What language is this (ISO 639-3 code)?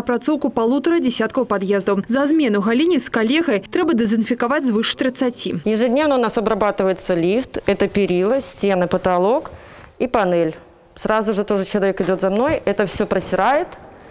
rus